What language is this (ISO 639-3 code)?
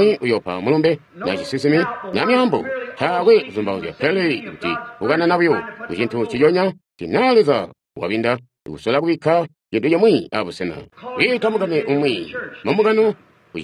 toi